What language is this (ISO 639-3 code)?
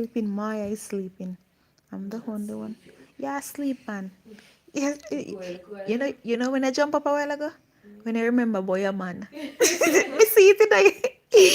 jam